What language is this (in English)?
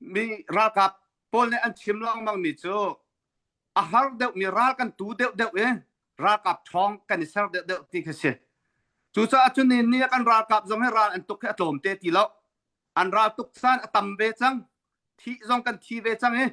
Hakha Chin